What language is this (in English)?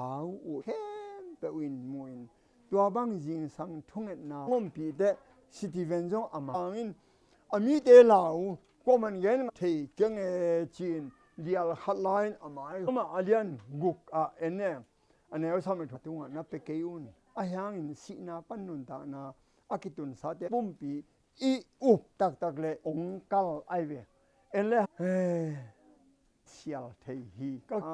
Tedim Chin